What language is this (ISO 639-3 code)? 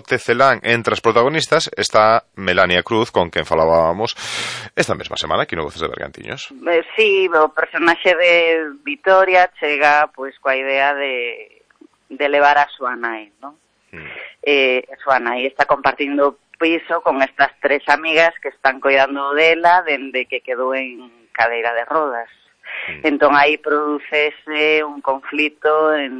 glg